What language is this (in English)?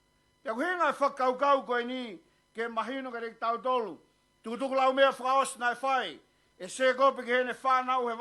Tongan